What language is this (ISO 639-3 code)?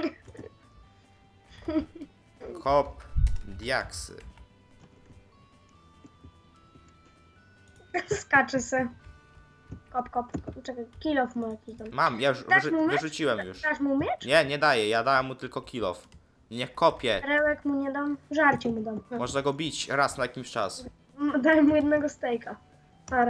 pol